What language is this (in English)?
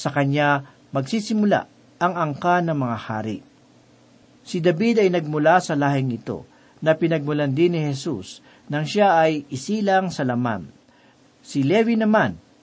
Filipino